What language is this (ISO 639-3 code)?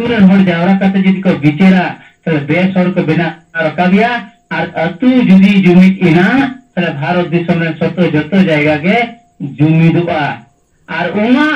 sat